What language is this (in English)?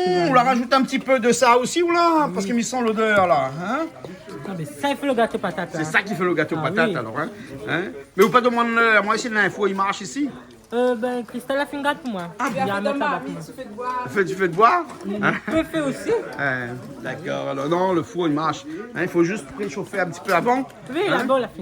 Réunion Creole French